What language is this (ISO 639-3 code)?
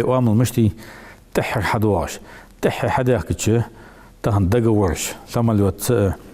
inh